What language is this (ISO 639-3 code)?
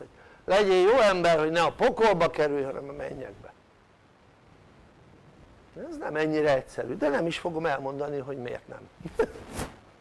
hun